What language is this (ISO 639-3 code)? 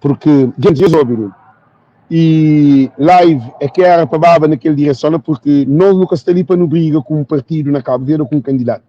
kea